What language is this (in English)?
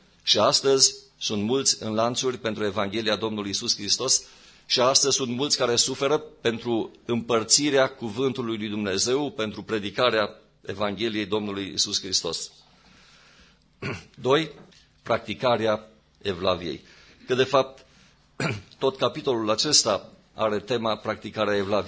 Romanian